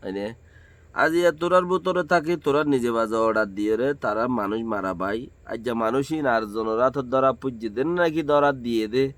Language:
Rohingya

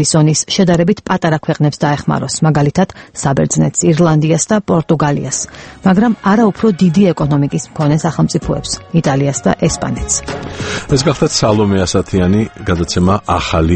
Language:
Georgian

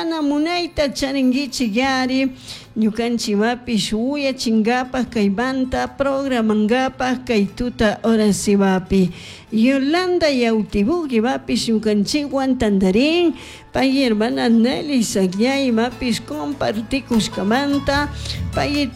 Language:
Chimborazo Highland Quichua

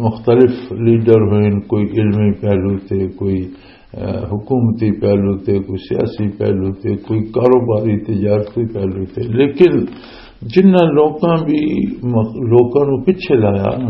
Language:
Western Panjabi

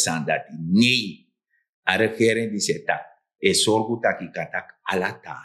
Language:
Sranan Tongo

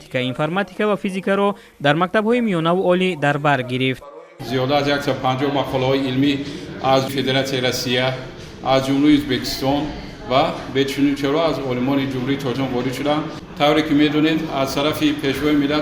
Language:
Tajik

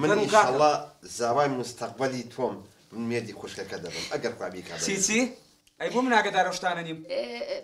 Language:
Central Kurdish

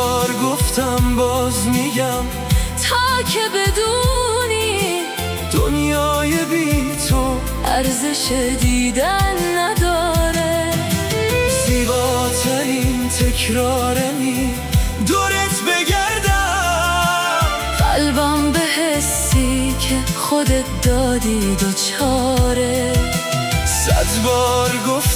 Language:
Persian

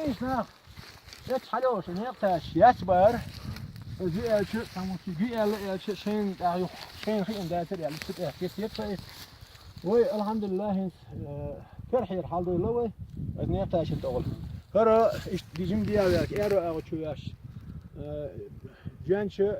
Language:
Chechen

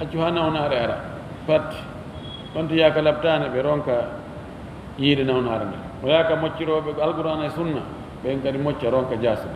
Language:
Fula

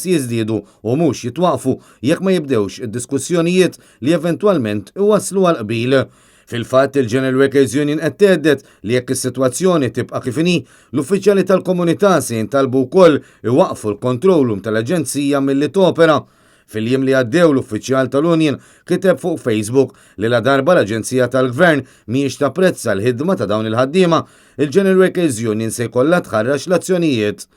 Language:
Maltese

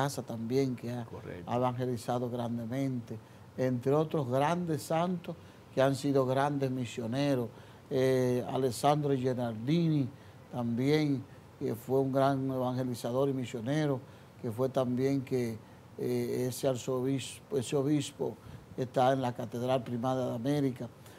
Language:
Spanish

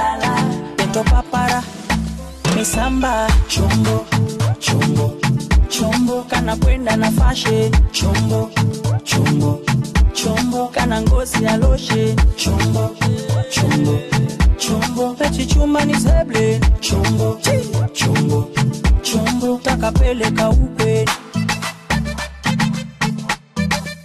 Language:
Swahili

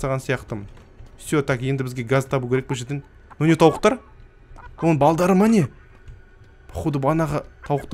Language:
Kazakh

